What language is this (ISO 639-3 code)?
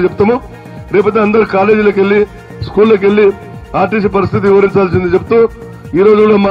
tel